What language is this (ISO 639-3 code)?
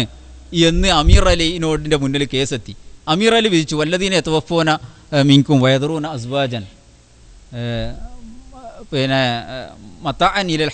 mal